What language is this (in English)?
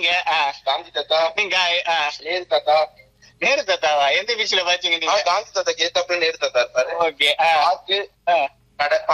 Tamil